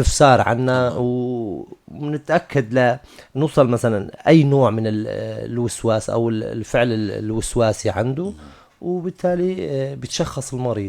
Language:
North Levantine Arabic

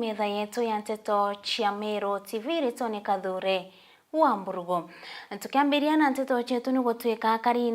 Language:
Meru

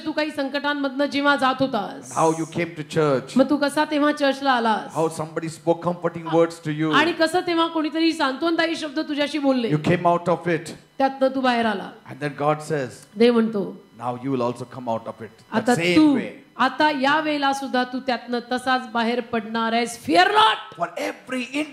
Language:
Marathi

